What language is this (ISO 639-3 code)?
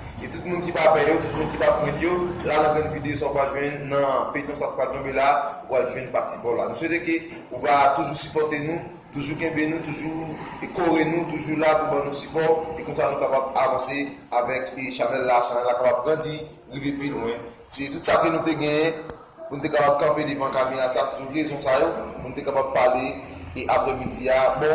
hat